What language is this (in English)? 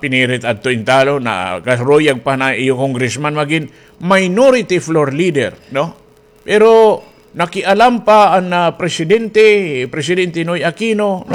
Waray